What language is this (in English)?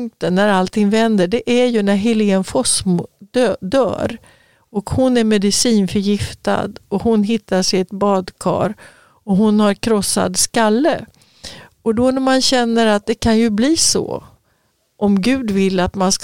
Swedish